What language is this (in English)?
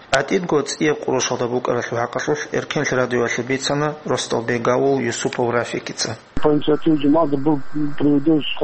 Avaric